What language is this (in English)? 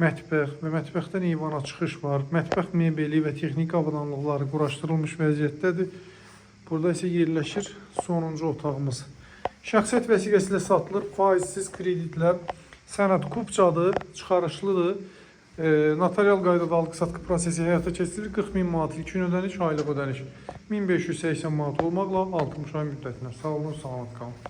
Azerbaijani